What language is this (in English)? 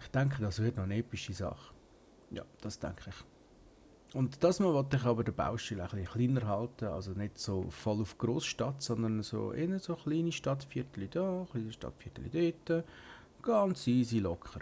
Swiss German